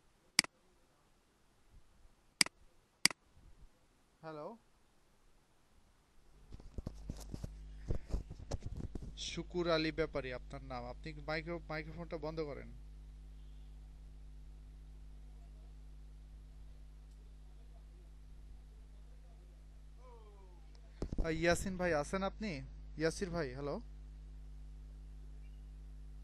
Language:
Bangla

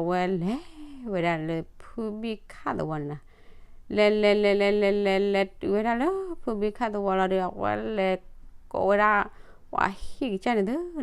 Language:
S'gaw Karen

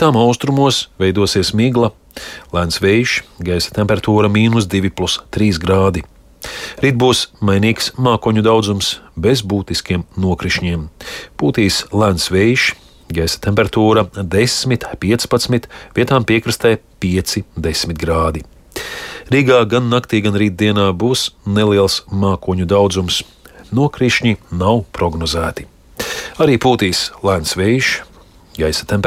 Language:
Latvian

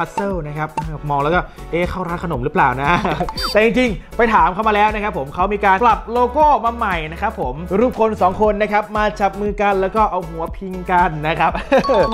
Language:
Thai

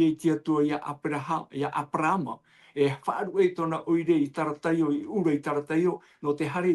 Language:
Tahitian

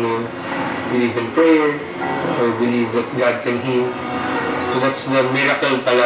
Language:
Waray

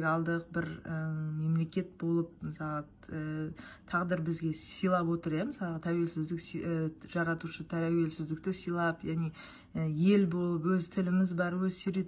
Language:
Kazakh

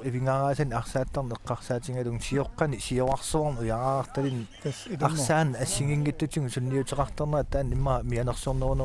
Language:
Kalaallisut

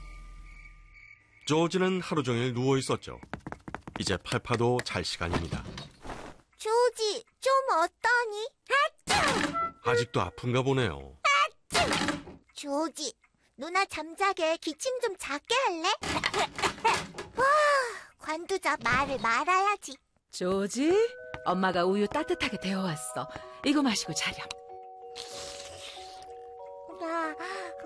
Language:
Korean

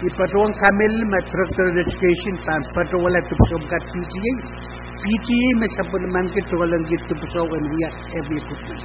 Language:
Pohnpeian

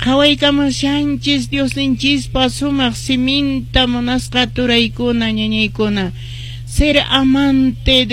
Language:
Quechua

